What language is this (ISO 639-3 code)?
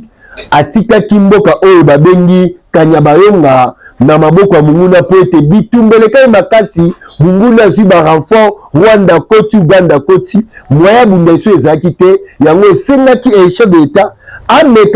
lin